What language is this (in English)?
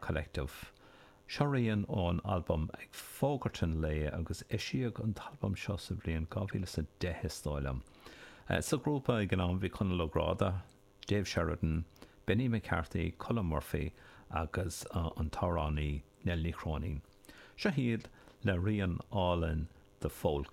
Irish